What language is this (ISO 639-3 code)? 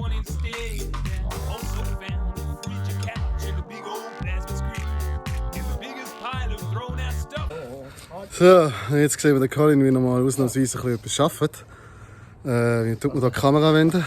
gsw